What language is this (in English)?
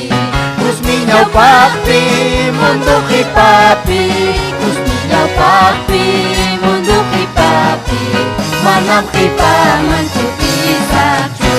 Ayacucho Quechua